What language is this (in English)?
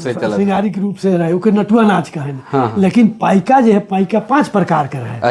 Sadri